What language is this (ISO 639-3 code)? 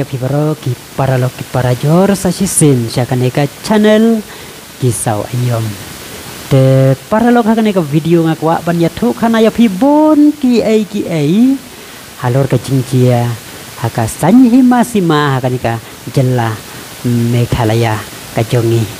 kha